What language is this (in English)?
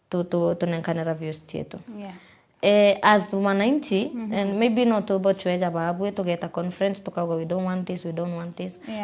Meru